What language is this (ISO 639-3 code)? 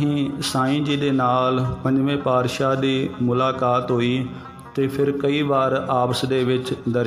pan